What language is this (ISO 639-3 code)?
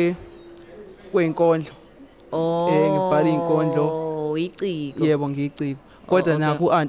zul